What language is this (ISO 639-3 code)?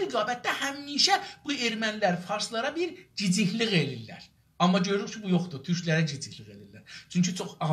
azb